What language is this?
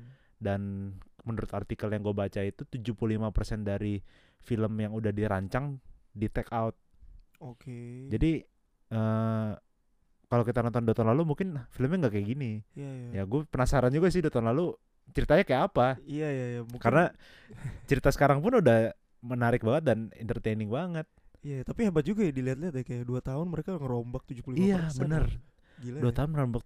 Indonesian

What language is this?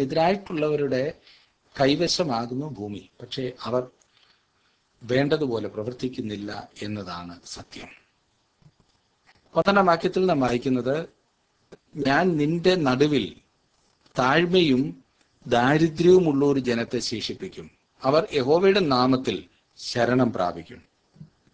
Malayalam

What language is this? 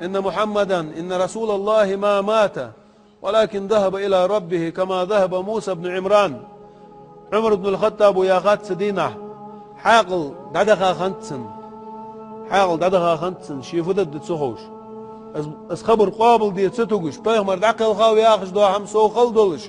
Chechen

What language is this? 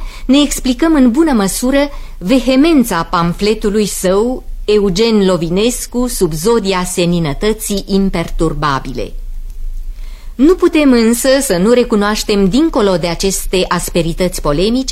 Romanian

